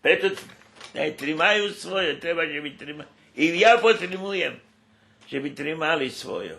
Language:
Rusyn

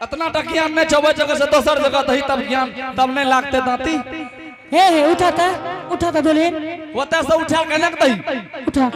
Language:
Angika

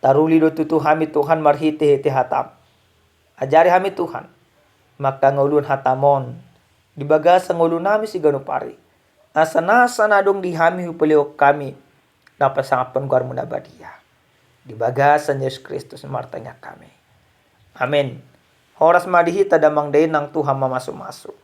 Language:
Batak Toba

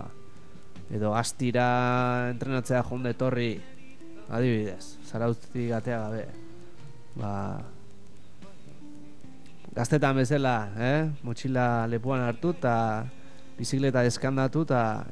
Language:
Basque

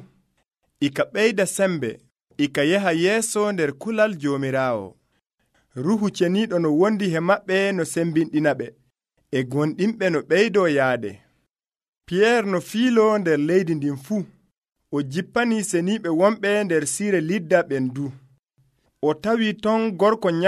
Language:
Nigerian Fulfulde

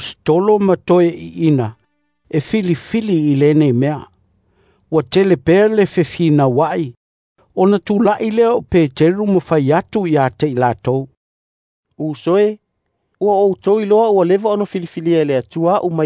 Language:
Samoan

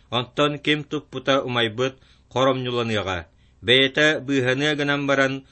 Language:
Yakut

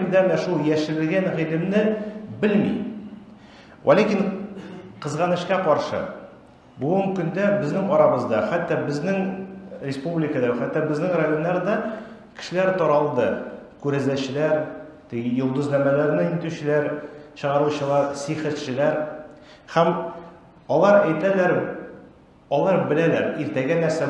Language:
Tatar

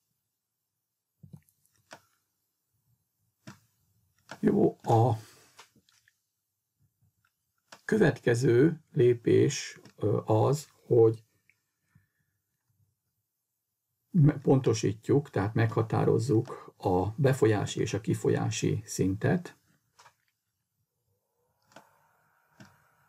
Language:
Hungarian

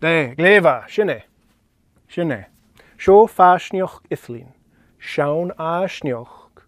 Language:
Scottish Gaelic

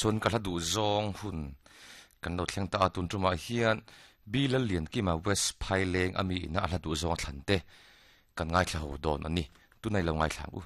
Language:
Mizo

